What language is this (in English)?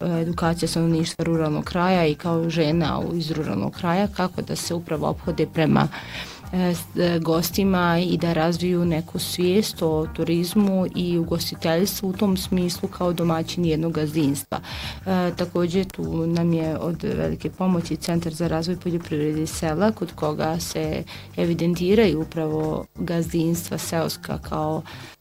Bosnian